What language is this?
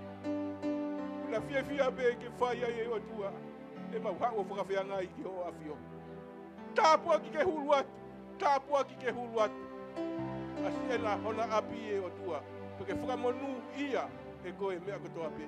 Tongan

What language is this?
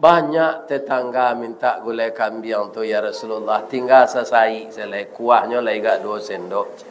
Minangkabau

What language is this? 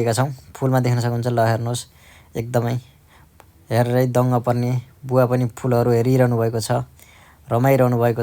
Nepali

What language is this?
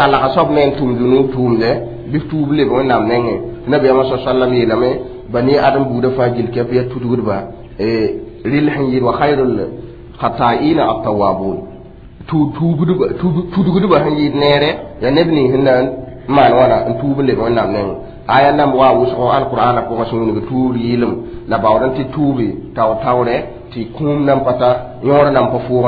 Mossi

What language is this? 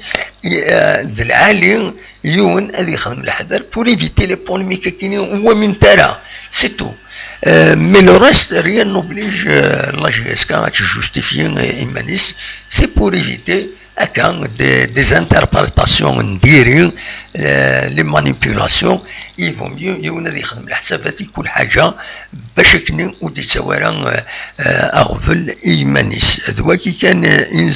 Kabyle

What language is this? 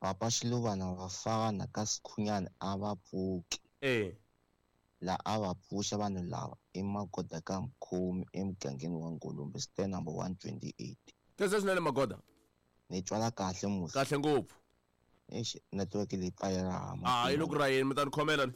Tsonga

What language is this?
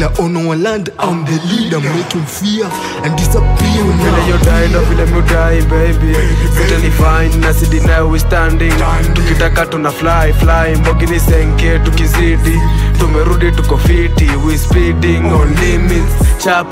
Swahili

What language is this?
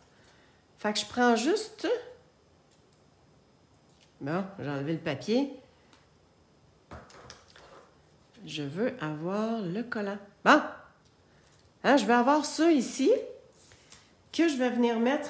French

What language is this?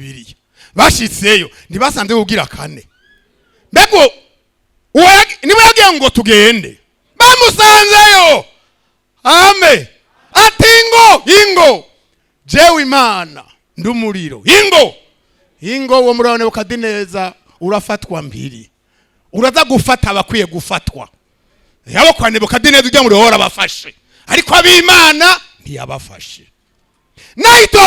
Rundi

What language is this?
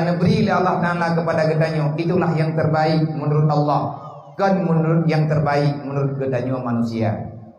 Achinese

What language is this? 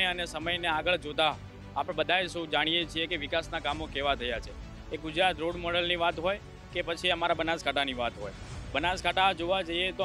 Gujarati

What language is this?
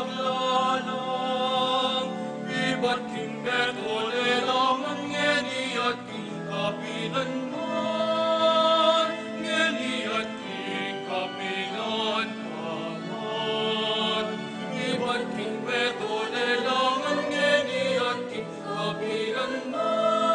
Pampanga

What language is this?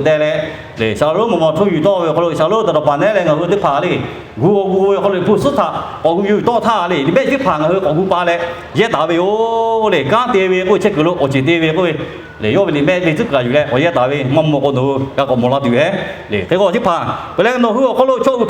Lahu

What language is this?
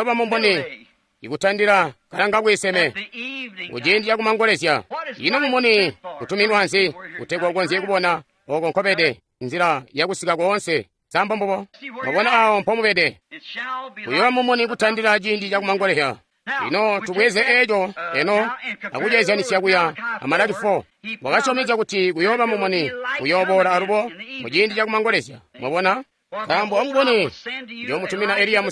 Tonga (Zambia)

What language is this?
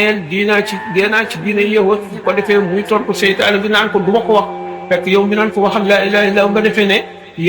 Wolof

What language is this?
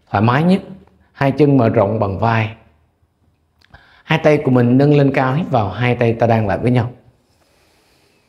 Vietnamese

